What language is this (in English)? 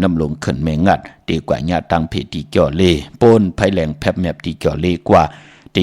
Shan